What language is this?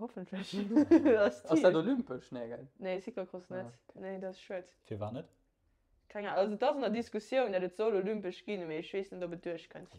Luxembourgish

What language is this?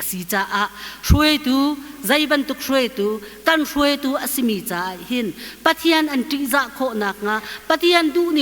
Hakha Chin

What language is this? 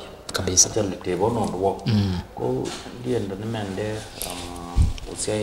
Kamba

